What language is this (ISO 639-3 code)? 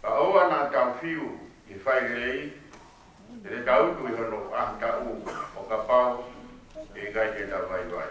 ton